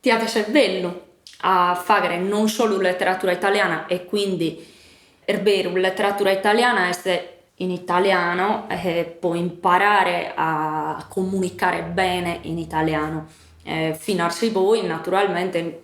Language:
Sardinian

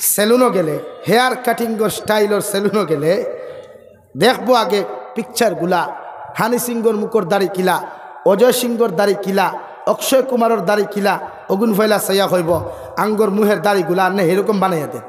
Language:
Sylheti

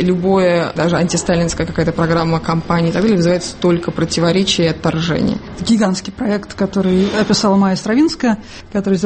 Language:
Russian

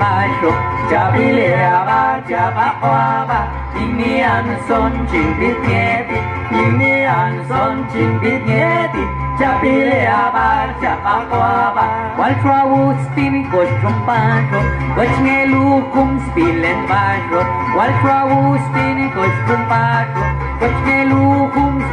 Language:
Popti'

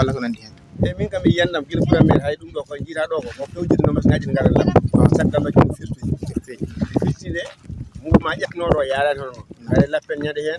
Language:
Fula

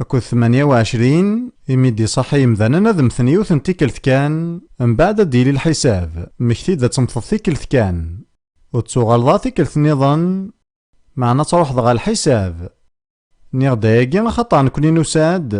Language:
Kabyle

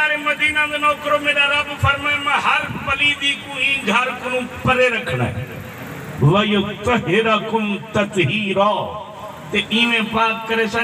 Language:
Saraiki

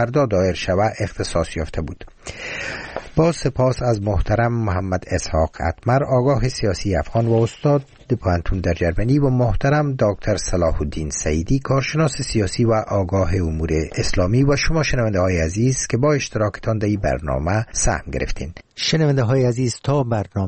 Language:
Persian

